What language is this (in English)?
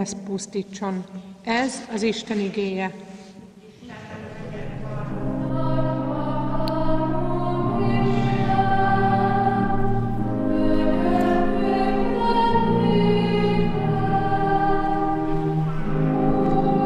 Hungarian